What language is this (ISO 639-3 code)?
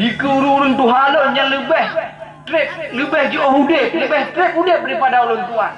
ace